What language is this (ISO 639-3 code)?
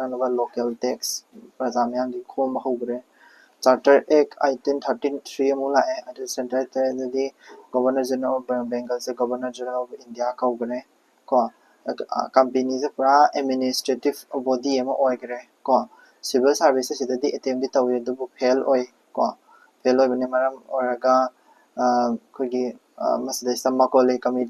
mni